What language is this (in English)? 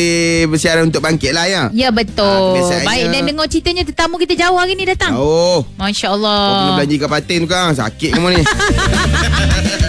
Malay